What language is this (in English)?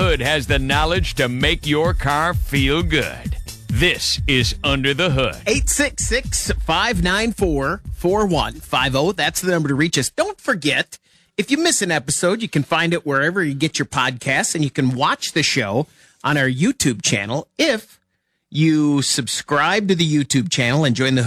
English